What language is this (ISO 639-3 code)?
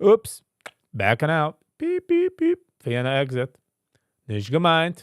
yid